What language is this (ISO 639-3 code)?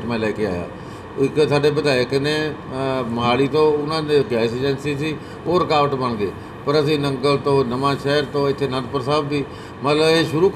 pan